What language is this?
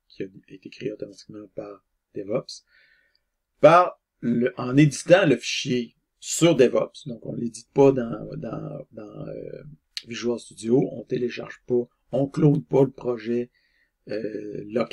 French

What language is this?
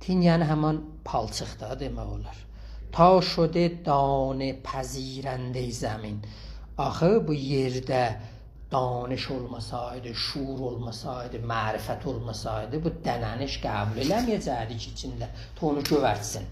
South Azerbaijani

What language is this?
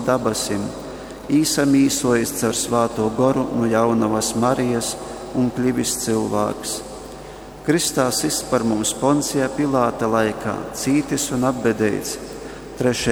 Latgalian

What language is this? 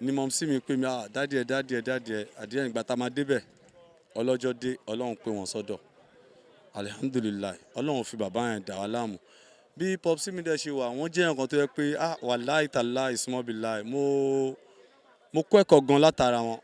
Yoruba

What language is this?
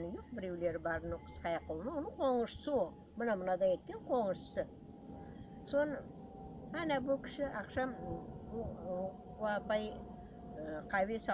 Crimean Tatar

